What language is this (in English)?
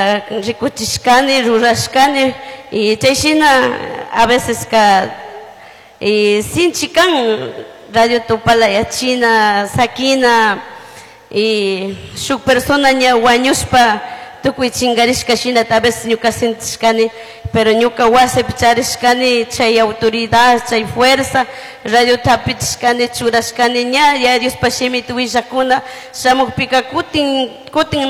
Chimborazo Highland Quichua